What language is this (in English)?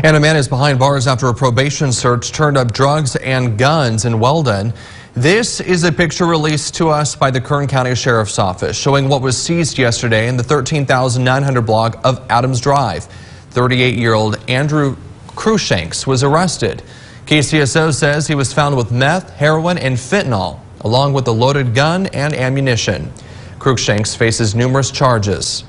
English